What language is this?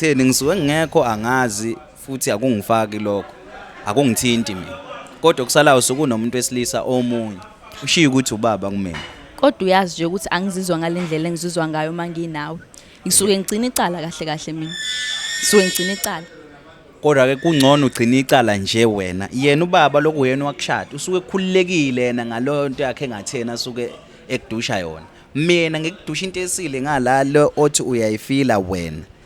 Zulu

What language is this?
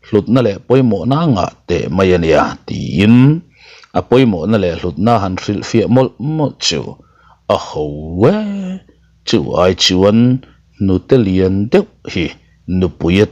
Mizo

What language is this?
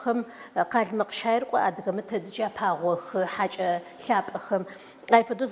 Adyghe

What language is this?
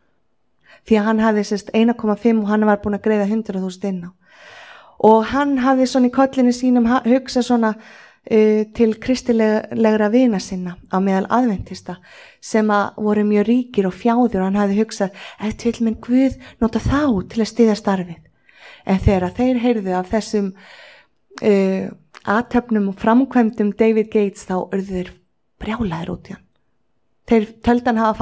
Icelandic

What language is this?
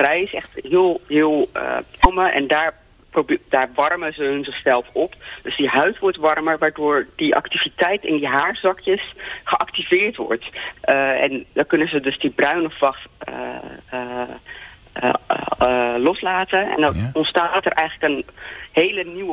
Dutch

